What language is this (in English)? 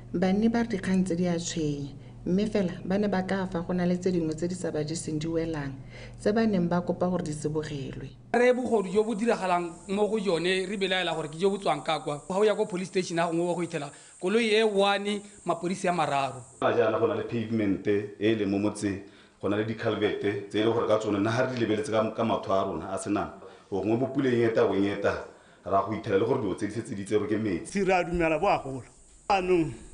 Tswana